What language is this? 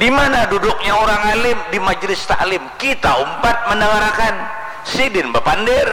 Banjar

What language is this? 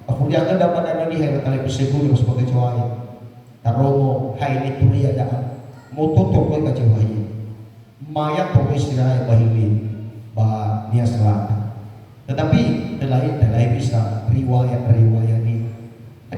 Nias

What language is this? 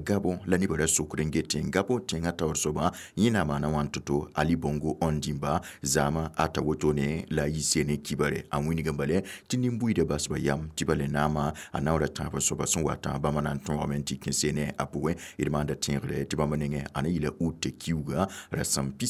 Mossi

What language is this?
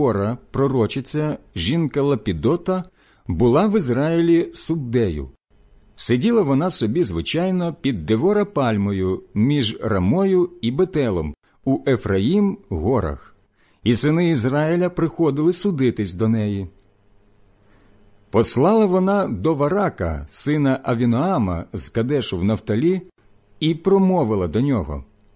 Ukrainian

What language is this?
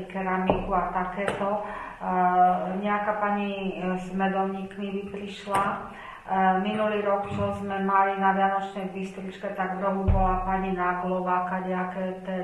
Slovak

